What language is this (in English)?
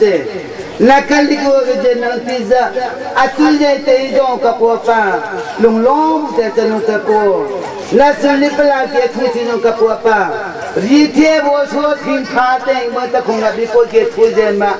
Hakha Chin